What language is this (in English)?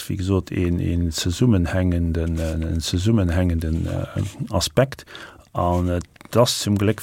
Luxembourgish